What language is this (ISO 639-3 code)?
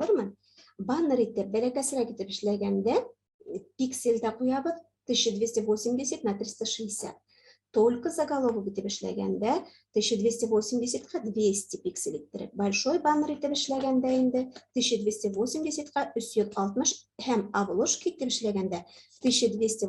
bak